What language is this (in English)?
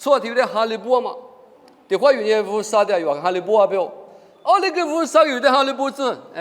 Lisu